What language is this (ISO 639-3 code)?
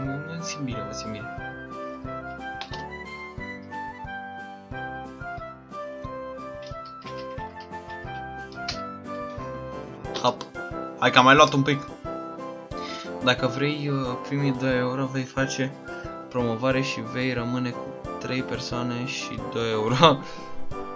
ron